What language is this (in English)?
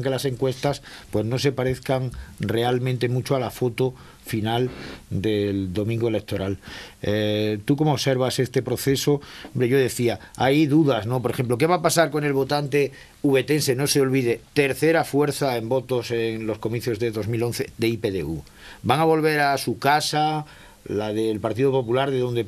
Spanish